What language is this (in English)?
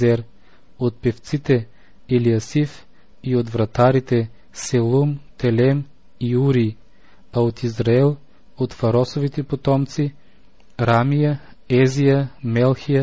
Bulgarian